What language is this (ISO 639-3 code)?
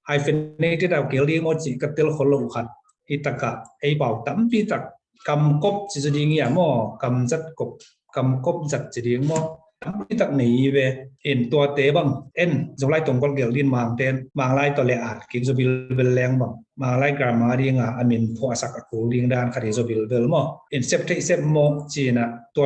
ctd